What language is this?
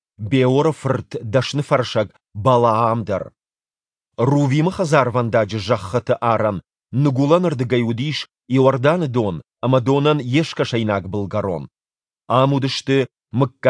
Ossetic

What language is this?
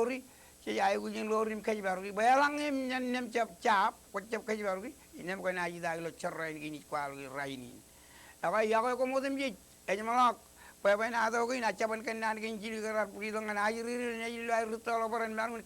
Marshallese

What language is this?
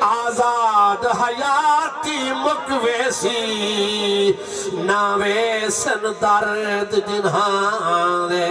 Saraiki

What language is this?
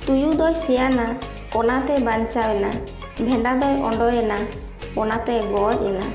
Santali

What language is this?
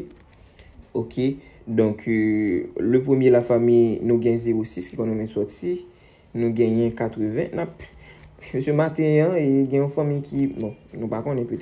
Haitian Creole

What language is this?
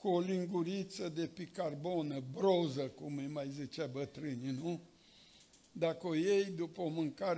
Romanian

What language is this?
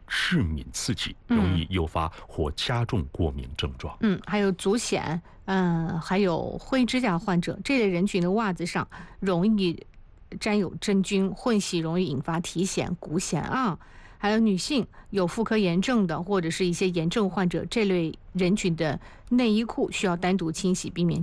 Chinese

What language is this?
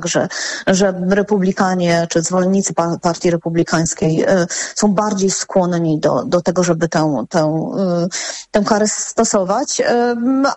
Polish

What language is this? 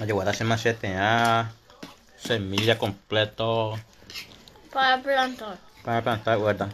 Guarani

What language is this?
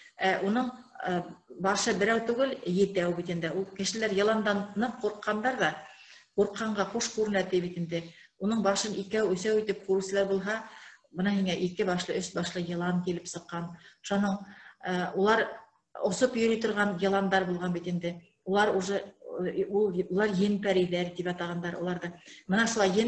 Bashkir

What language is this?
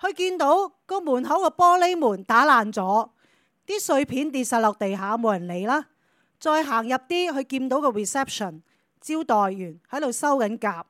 Cantonese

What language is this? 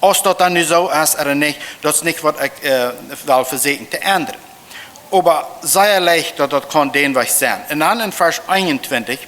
Plautdietsch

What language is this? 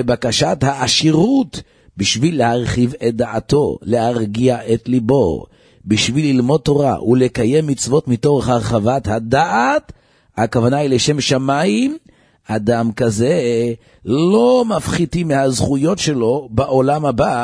Hebrew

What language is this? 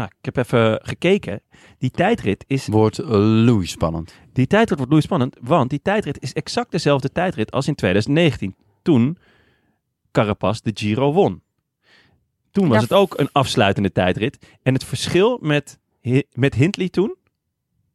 Dutch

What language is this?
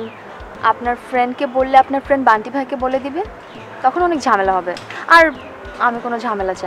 Bangla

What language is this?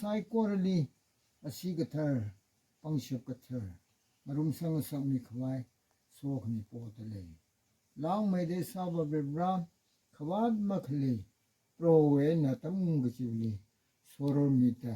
Tangkhul Naga (India)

